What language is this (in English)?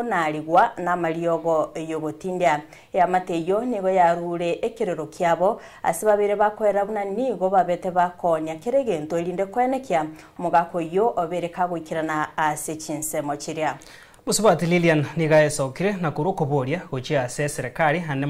Gusii